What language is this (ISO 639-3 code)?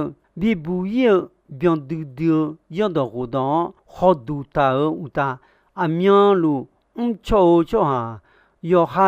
ahk